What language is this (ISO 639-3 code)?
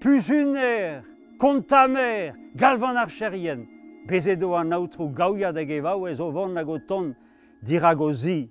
bre